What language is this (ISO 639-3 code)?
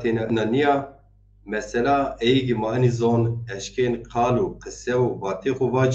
zza